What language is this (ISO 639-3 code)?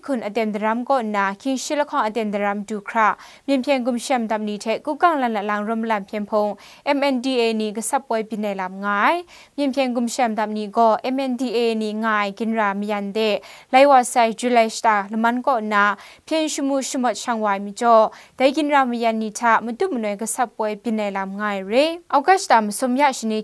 kac